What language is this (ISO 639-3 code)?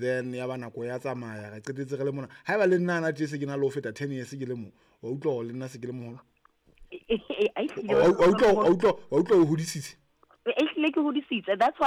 sot